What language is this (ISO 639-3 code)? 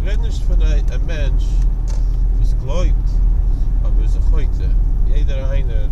yid